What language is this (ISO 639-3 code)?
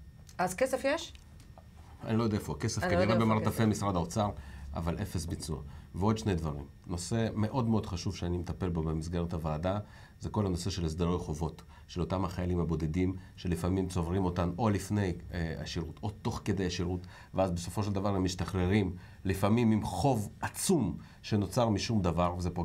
heb